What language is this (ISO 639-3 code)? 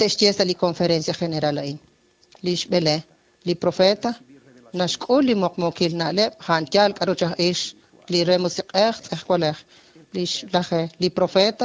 kek